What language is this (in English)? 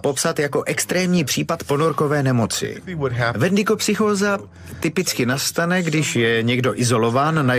Czech